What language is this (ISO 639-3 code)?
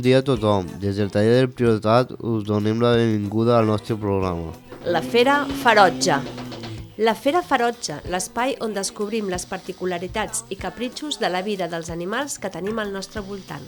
cat